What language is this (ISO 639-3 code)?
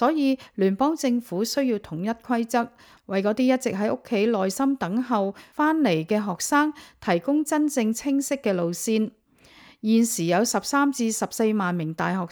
yue